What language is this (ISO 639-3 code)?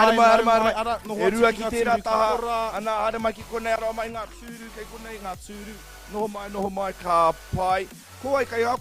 mri